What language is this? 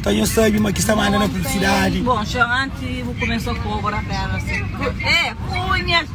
Kabuverdianu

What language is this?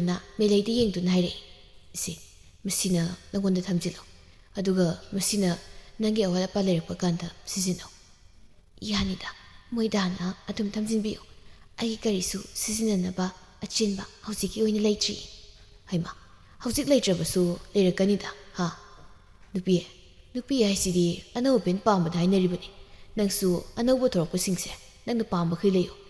Manipuri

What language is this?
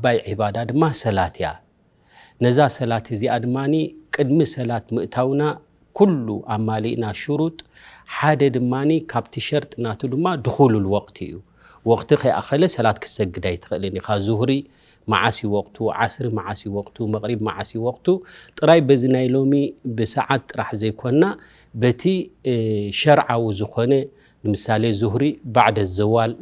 Tigrinya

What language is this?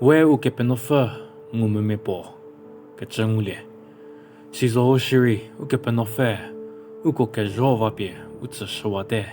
Angami Naga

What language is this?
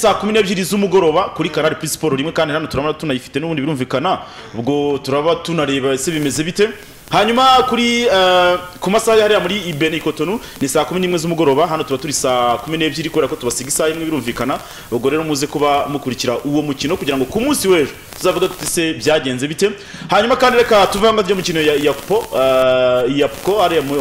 Kinyarwanda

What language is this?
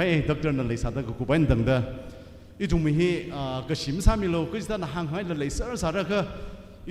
Tangkhul Naga (India)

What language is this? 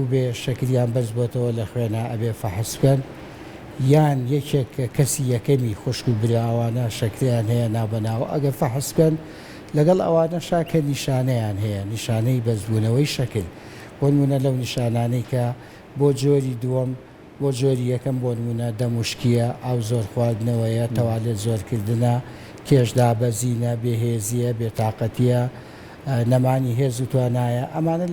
Central Kurdish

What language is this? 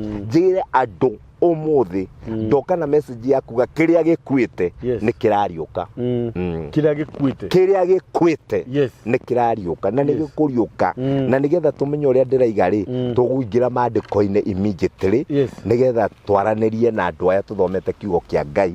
Kikuyu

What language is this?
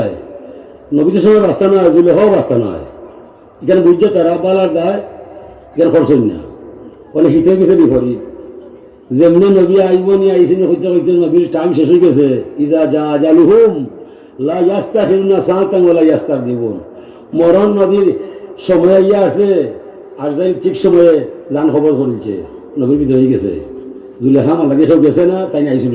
Sylheti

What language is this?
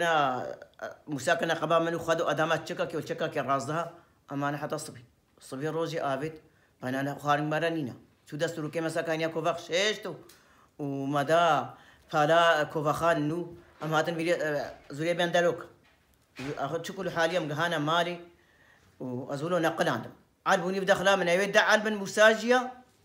Kurdish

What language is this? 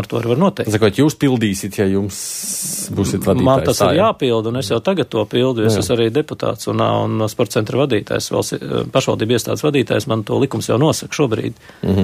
Latvian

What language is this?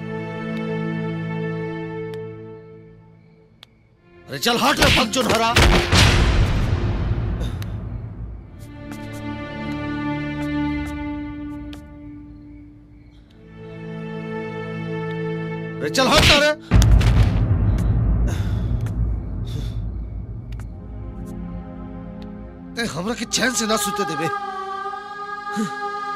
Bhojpuri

